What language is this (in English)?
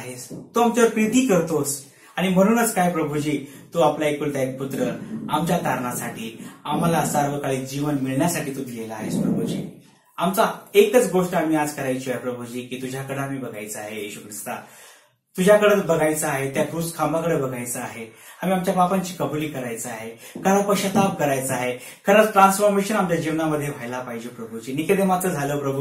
Marathi